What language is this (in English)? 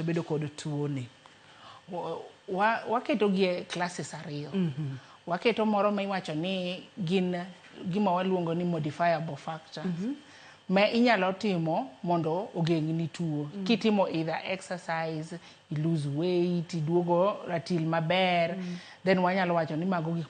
Luo (Kenya and Tanzania)